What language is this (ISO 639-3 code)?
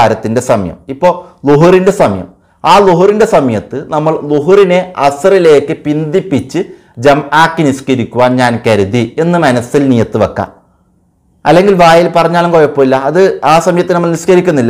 mal